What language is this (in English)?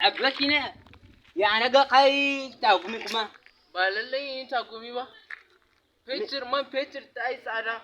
Hausa